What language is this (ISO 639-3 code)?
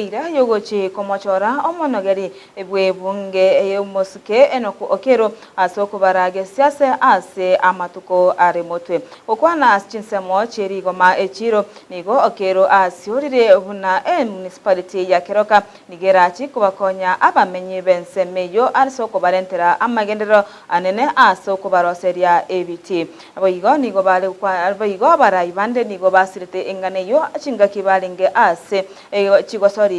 guz